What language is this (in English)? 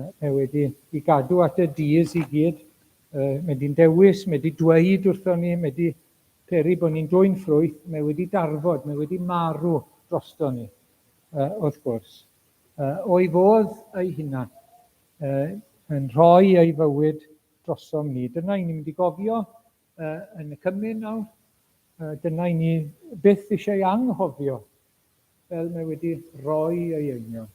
Welsh